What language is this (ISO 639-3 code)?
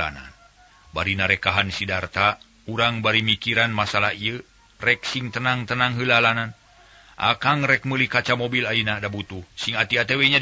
sun